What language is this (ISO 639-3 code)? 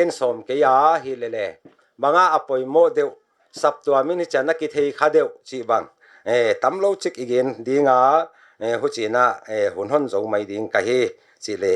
pck